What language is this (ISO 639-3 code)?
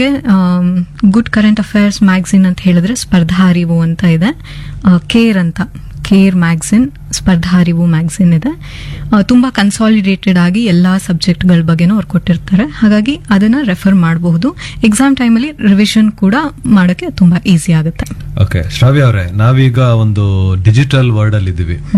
kan